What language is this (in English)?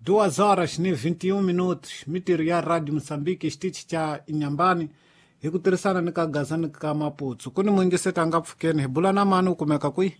Tsonga